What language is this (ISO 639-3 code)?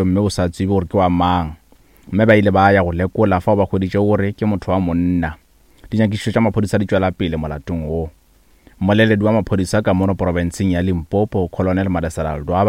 nso